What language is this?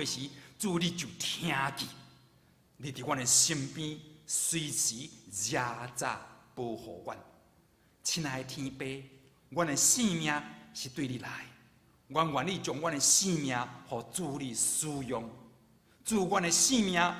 Min Nan Chinese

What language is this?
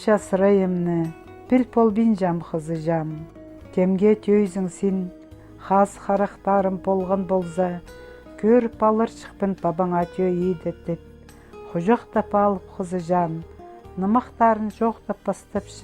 Khakas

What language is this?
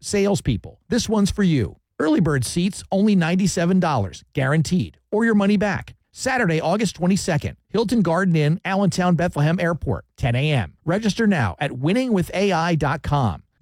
English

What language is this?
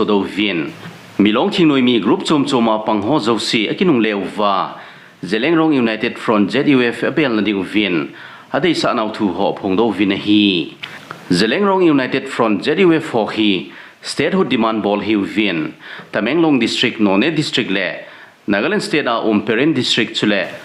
Thado Chin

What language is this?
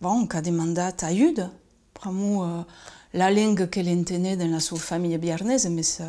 Occitan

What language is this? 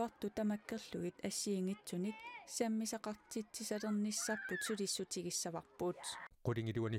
Kalaallisut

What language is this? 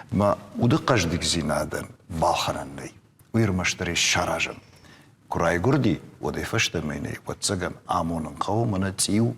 Ossetic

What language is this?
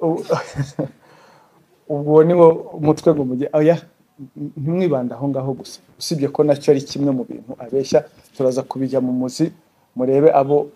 Kinyarwanda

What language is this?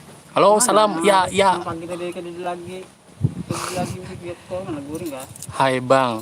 Banjar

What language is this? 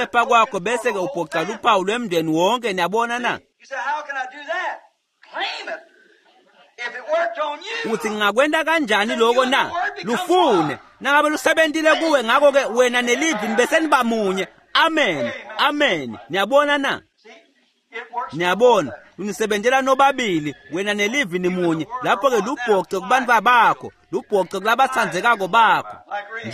Swati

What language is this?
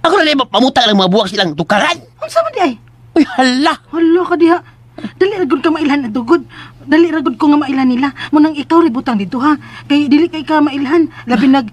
Cebuano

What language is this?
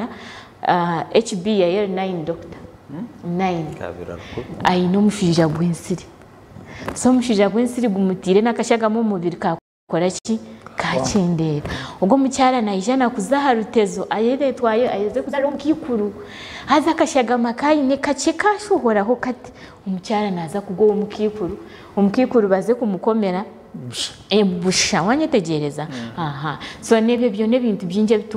Nyankole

